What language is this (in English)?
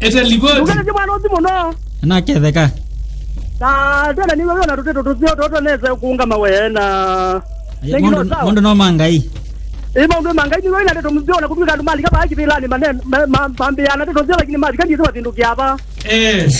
Kamba